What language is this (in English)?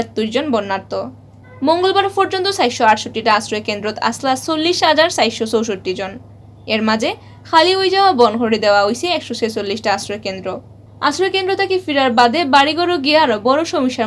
Sylheti